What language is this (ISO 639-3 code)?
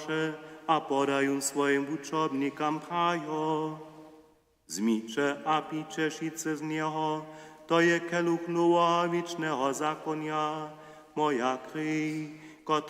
hsb